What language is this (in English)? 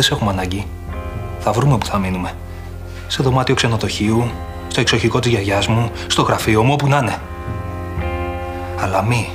Greek